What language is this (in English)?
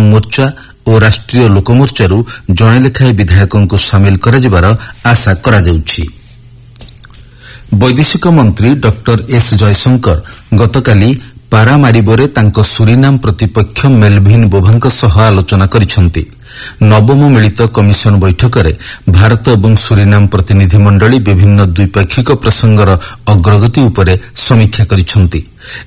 Odia